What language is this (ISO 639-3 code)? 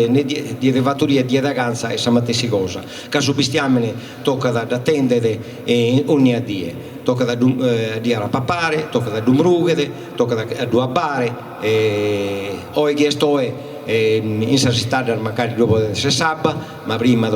srd